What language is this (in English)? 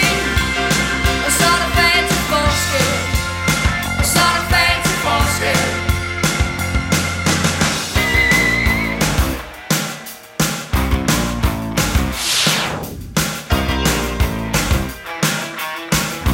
Danish